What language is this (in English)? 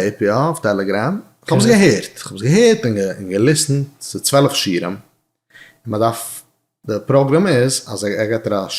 Yiddish